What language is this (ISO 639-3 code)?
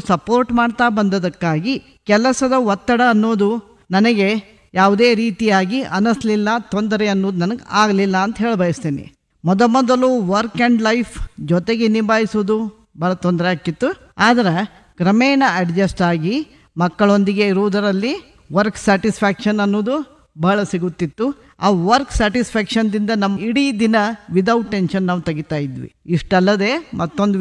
kan